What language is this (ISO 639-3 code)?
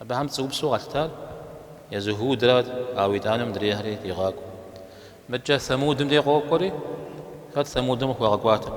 kbd